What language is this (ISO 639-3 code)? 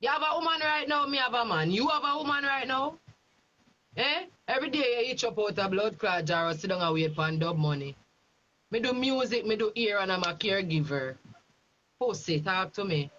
jam